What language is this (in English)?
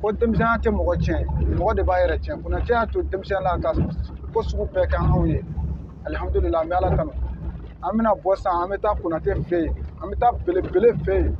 Bambara